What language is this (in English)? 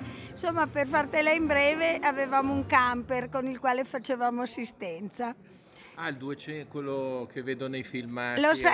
Italian